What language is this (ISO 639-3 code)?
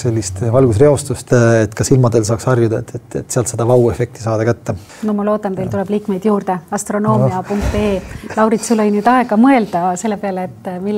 est